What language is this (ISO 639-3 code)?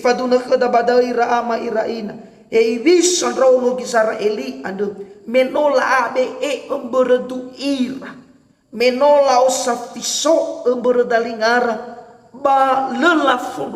nia